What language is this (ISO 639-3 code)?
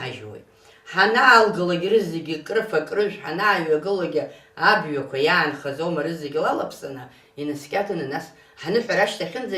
abk